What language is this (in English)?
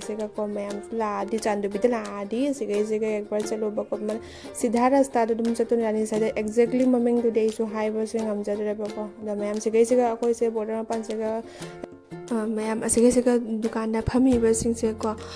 Manipuri